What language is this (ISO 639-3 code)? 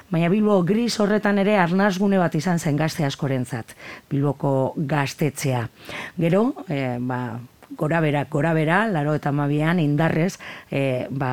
eus